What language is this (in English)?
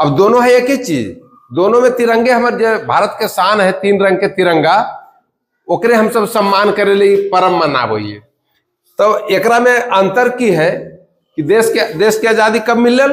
Magahi